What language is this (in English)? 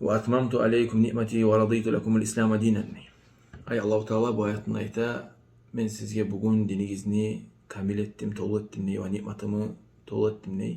Kumyk